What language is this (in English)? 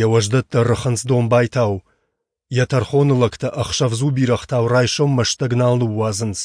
Ossetic